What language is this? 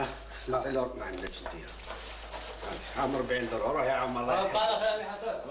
Algerian Arabic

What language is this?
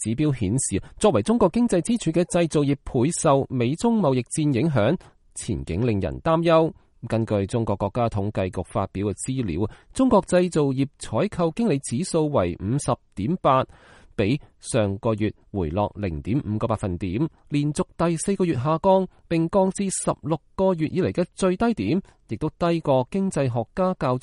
Cantonese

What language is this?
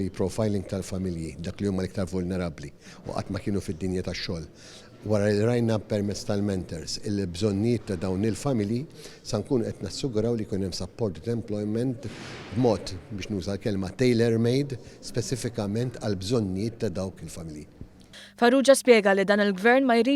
Maltese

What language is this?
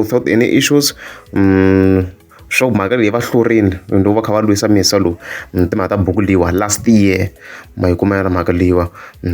Tsonga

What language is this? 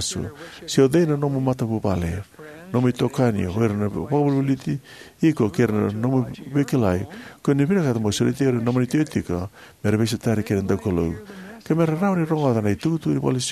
Fijian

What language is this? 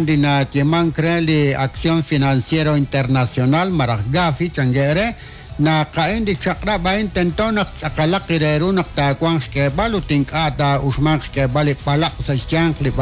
Kekchí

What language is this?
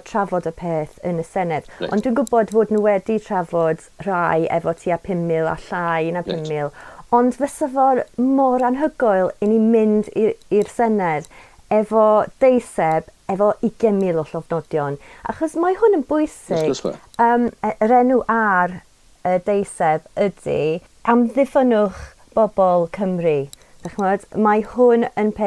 Welsh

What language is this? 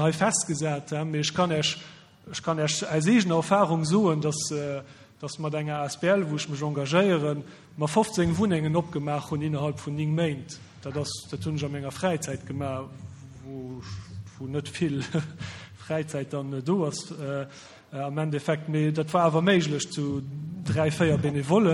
Luxembourgish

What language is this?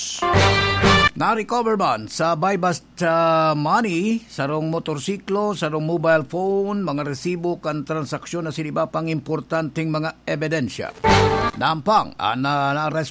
Bikol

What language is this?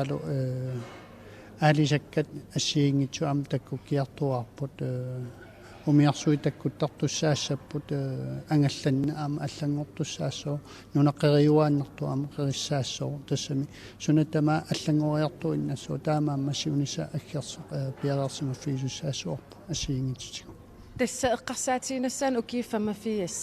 Kalaallisut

